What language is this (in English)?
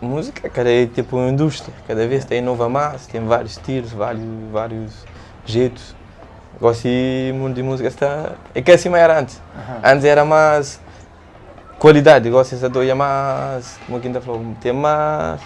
Kabuverdianu